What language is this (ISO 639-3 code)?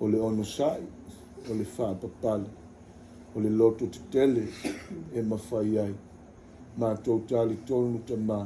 smo